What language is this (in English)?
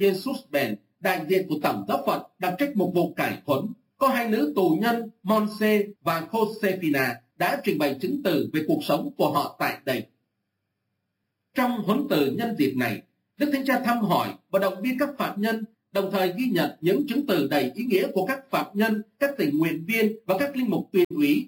Vietnamese